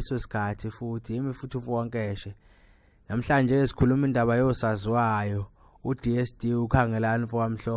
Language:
Zulu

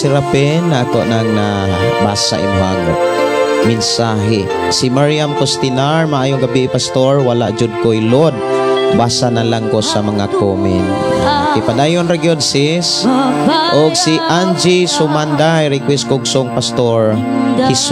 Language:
Cebuano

